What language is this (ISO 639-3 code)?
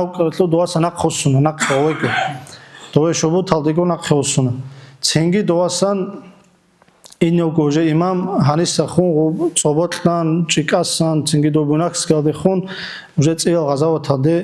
ava